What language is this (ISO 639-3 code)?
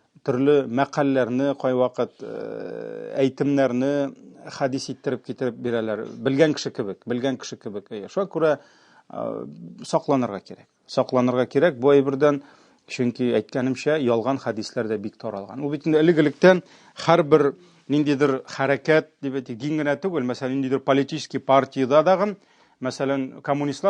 tat